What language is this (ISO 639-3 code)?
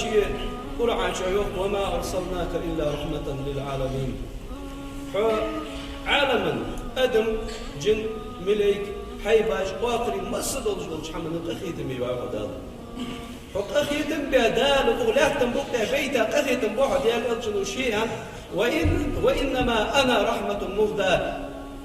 inh